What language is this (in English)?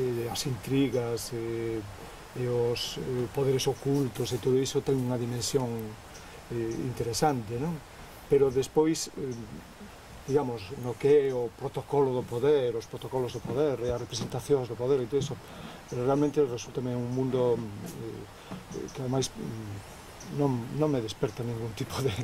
Galician